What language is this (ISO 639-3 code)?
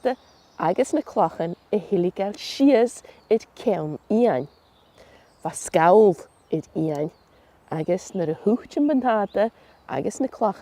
gla